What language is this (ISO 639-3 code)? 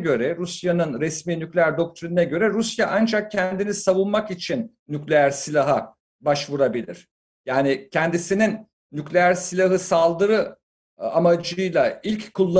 tur